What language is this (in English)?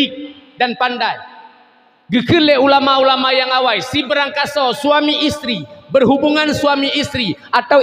Achinese